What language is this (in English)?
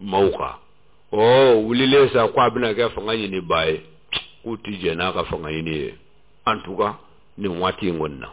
Bambara